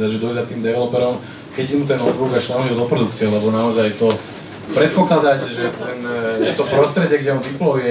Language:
Slovak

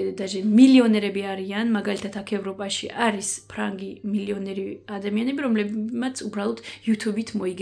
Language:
Georgian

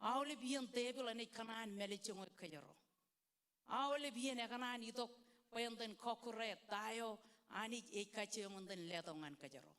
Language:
Marshallese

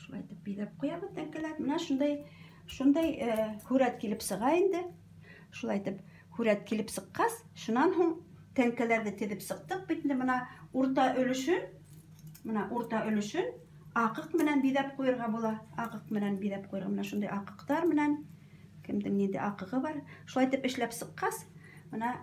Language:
Bashkir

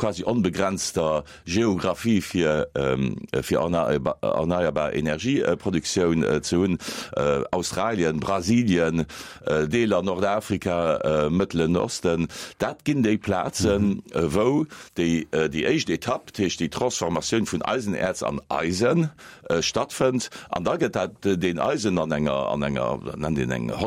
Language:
Luxembourgish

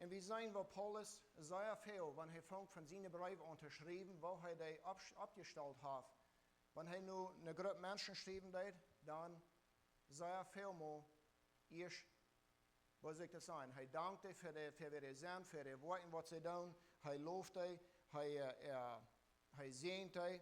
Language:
Plautdietsch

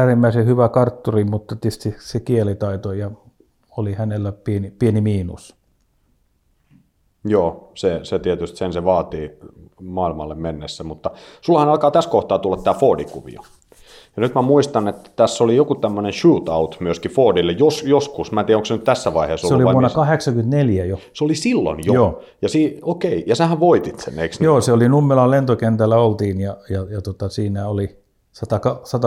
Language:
Finnish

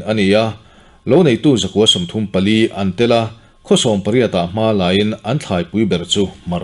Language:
Mizo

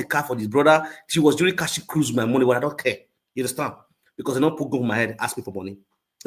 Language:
Nigerian Pidgin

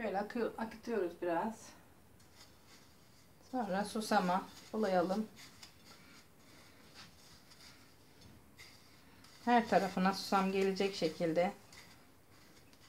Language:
Turkish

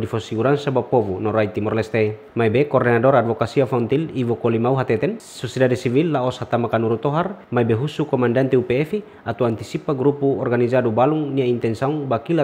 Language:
Tetum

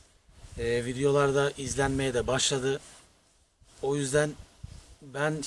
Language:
Turkish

